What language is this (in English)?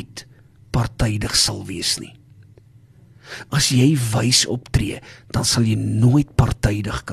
Afrikaans